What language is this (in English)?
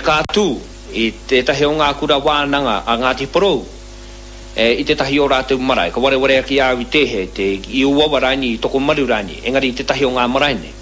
Māori